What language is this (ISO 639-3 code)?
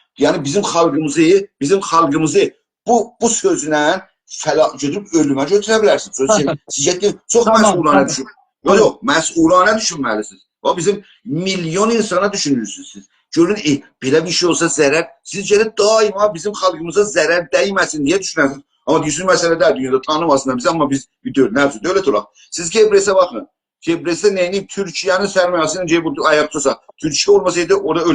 azb